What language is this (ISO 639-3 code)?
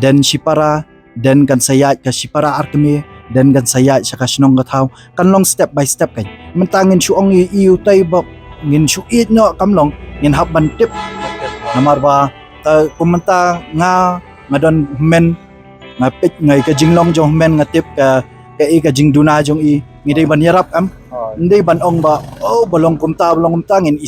kha